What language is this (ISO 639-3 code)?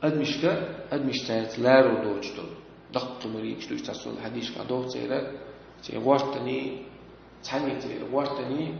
che